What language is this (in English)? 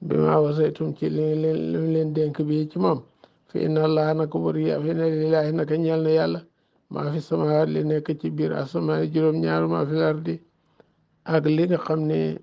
Wolof